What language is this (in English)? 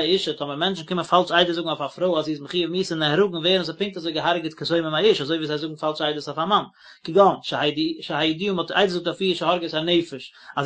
Yiddish